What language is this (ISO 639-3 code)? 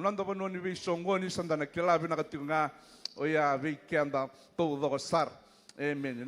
fij